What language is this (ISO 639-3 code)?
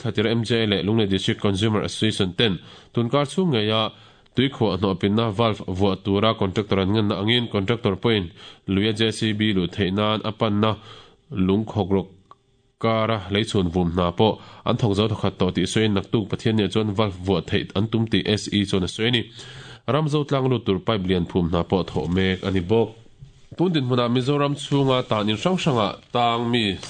lus